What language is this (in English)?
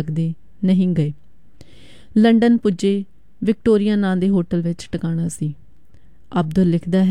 Punjabi